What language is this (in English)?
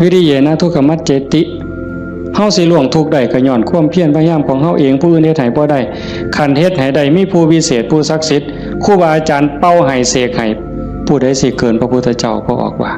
Northeastern Thai